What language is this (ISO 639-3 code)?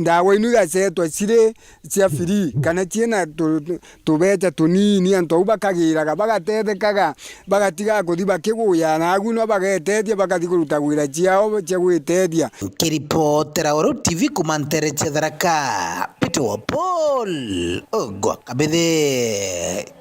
mer